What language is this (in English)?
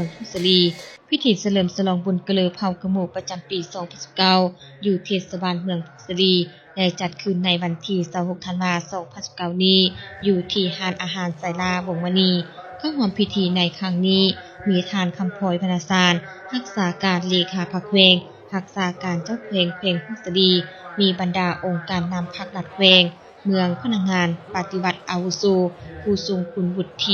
Lao